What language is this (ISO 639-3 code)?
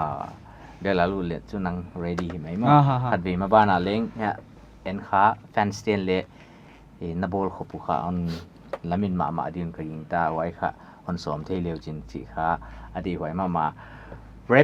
pck